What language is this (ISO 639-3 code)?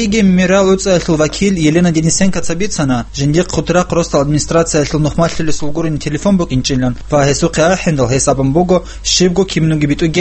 ava